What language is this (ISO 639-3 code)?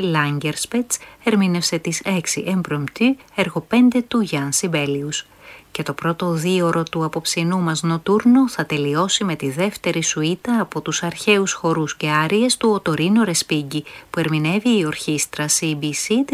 ell